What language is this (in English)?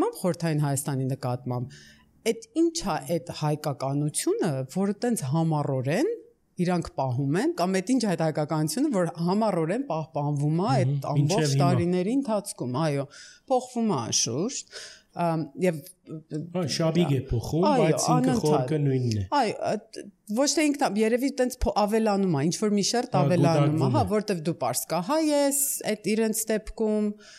Armenian